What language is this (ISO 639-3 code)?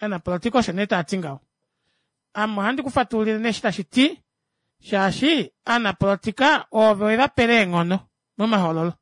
kua